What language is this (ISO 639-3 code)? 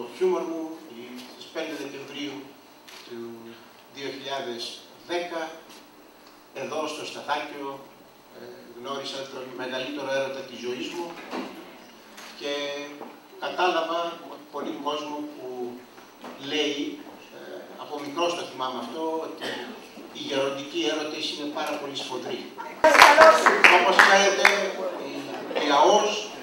ell